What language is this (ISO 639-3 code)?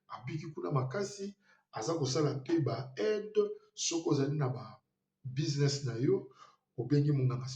lin